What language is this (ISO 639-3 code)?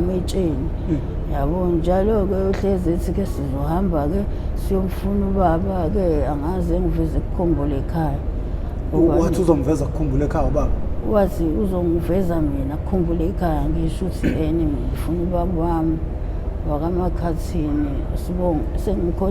zul